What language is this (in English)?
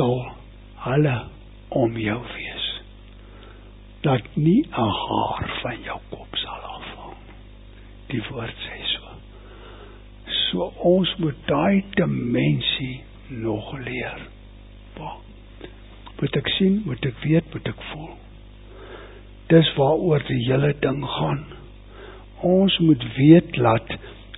Afrikaans